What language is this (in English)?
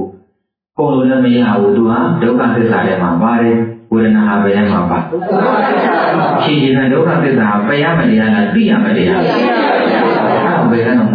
Burmese